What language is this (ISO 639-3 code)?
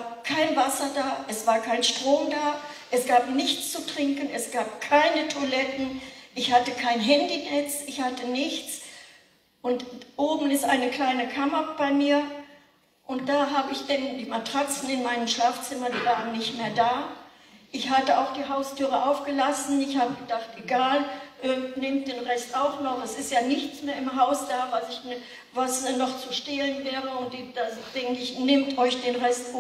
deu